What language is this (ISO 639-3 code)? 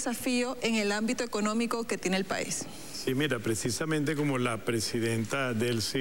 spa